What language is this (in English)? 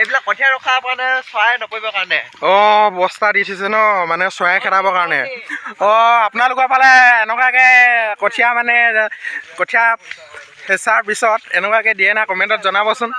Assamese